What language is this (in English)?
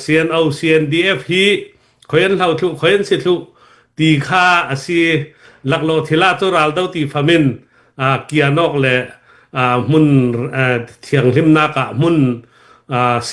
Falam Chin